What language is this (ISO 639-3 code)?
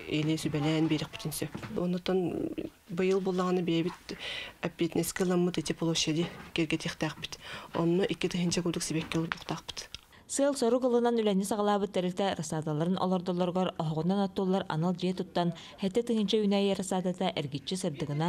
sah